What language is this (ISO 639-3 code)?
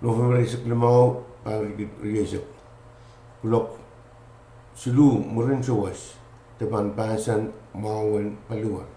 pon